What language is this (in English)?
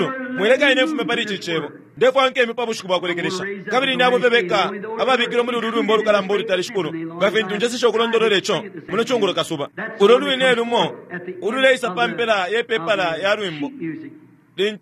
Bemba